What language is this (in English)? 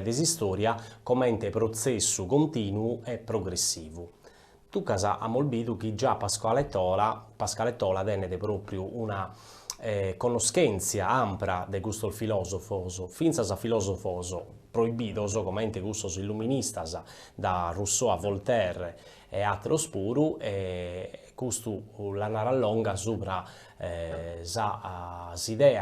Sardinian